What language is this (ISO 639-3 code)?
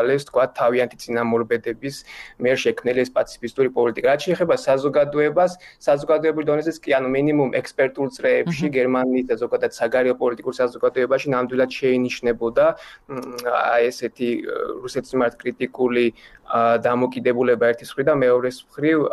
kat